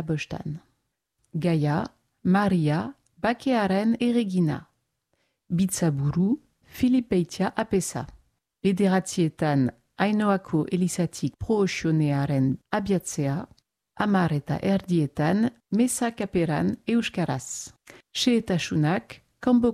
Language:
Basque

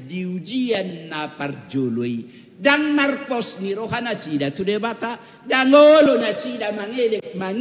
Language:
Batak Toba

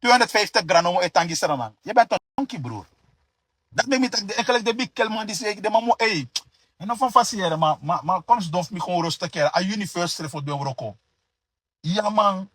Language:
Sranan Tongo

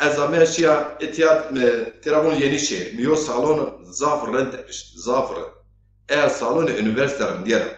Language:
Zaza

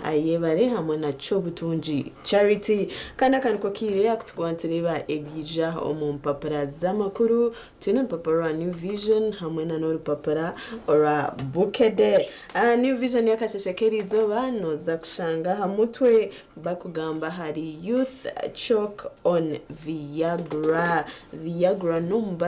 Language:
Nyankole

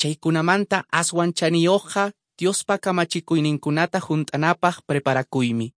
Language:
Quechua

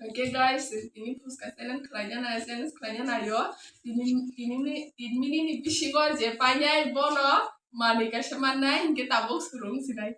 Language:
Kok Borok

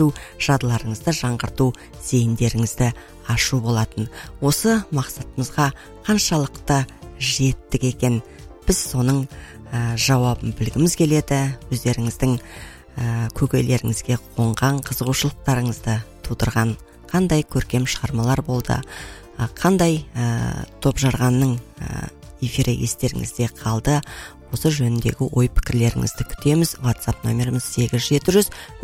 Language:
Kazakh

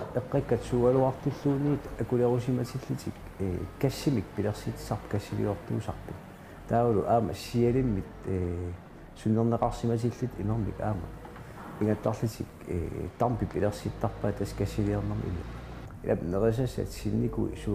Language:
Kalaallisut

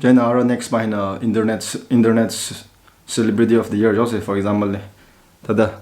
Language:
Tangkhul Naga (India)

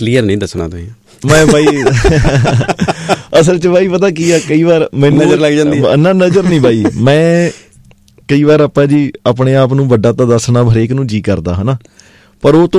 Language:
Punjabi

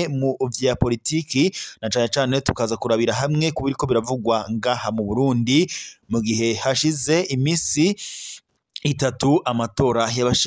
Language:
Rundi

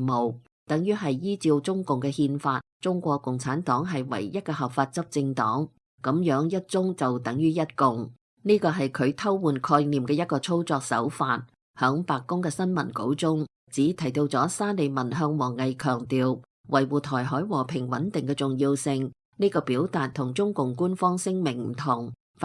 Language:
Cantonese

